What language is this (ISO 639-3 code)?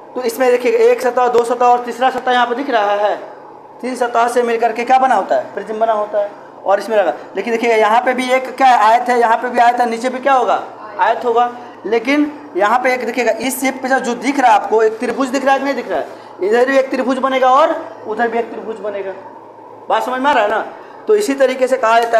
hin